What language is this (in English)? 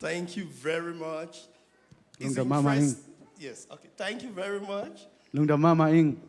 Tedim Chin